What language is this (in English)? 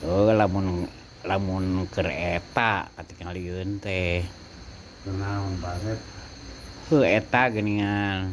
Sundanese